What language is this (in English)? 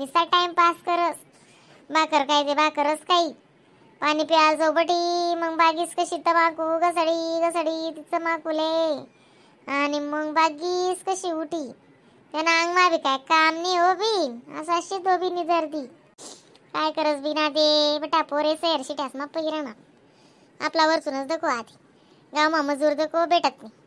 Khandesi